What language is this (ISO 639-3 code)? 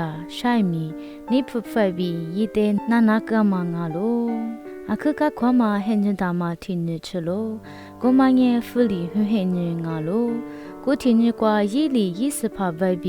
lis